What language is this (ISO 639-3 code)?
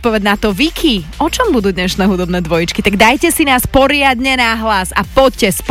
slk